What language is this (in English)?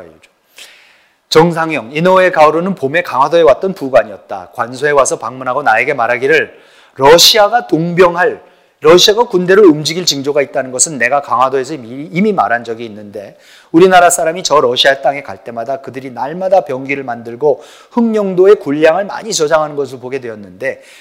Korean